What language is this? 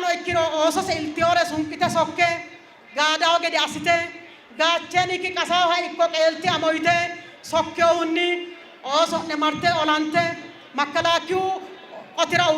Sidamo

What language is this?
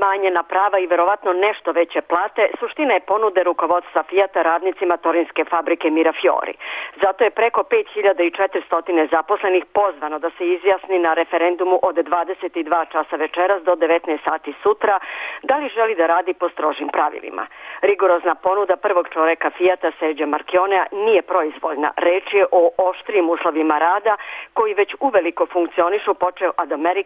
Serbian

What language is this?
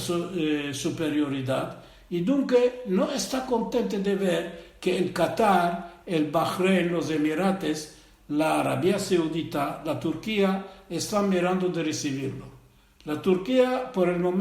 Ladino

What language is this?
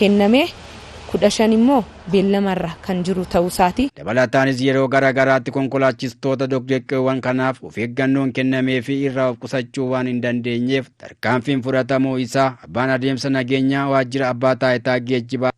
Oromo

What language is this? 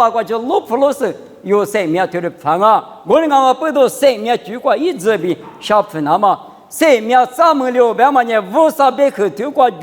Lisu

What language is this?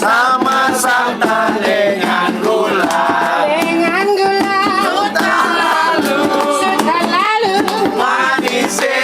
Ambonese Malay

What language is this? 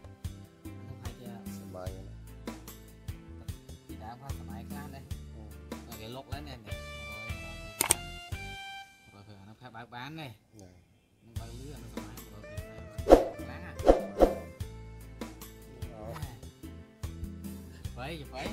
Vietnamese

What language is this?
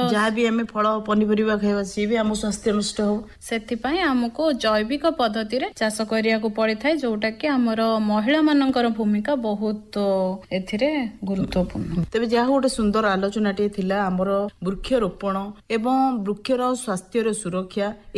Odia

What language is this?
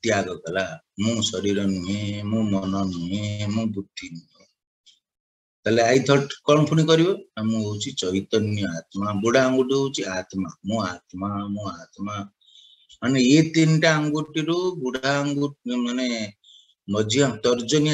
Odia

